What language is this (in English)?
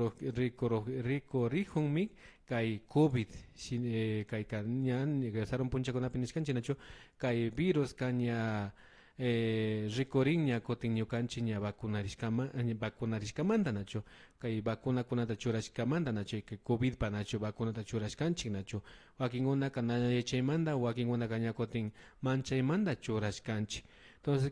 Imbabura Highland Quichua